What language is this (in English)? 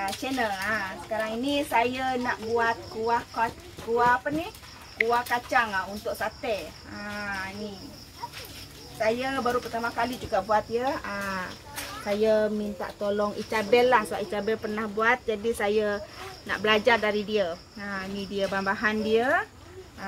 Malay